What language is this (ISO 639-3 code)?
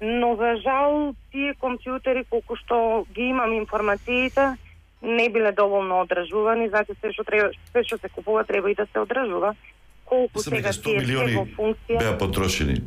mkd